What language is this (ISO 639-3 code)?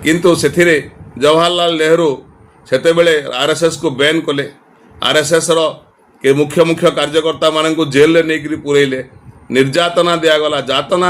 ori